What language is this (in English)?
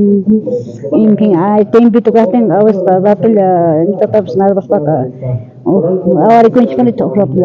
South Bolivian Quechua